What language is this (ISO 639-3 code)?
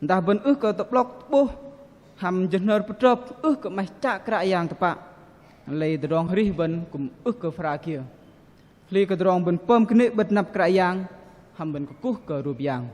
bdq